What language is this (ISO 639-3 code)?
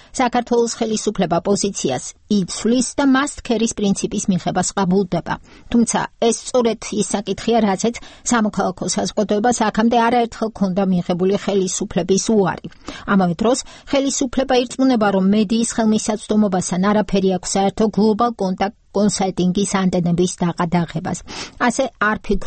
kat